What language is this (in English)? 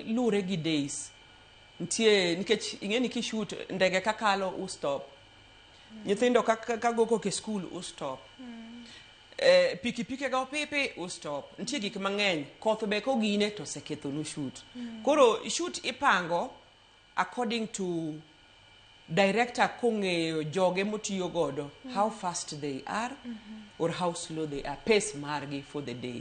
Luo (Kenya and Tanzania)